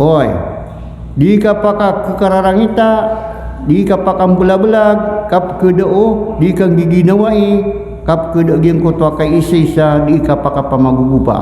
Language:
Maranao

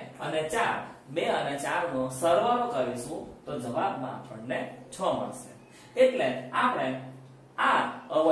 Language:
Gujarati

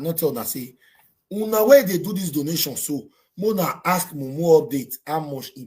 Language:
Nigerian Pidgin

